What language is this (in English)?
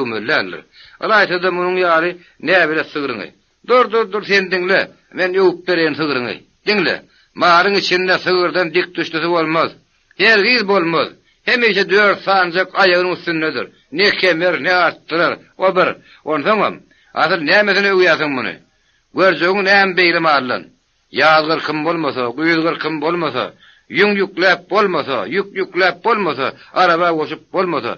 Turkmen